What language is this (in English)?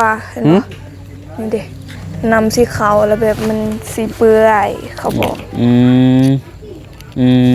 Lao